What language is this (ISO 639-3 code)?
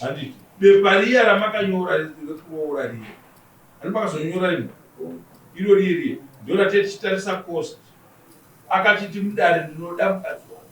sna